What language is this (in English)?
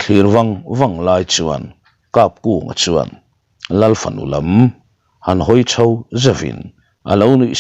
Mizo